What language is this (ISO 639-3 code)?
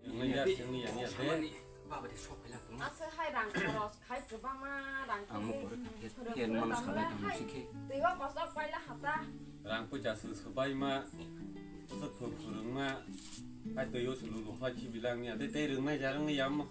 trp